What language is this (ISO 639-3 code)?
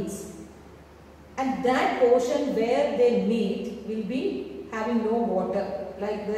eng